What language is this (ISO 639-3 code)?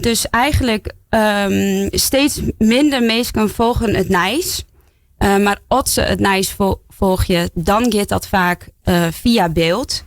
fry